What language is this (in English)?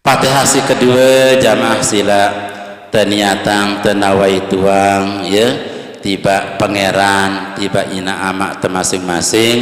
Sasak